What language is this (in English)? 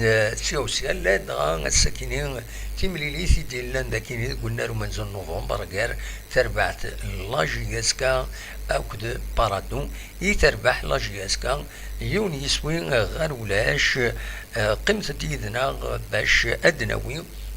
Kabyle